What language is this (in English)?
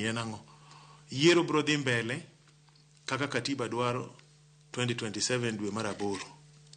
Luo (Kenya and Tanzania)